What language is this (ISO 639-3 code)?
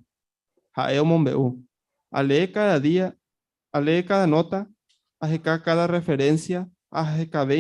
grn